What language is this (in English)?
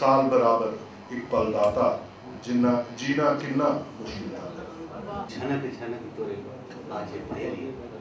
Dogri